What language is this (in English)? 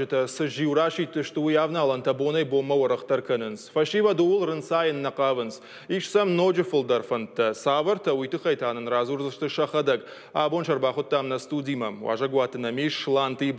Ossetic